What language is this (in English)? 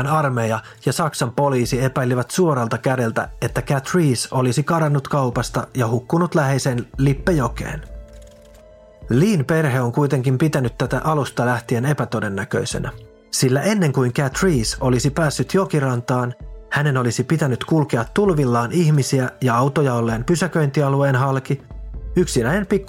Finnish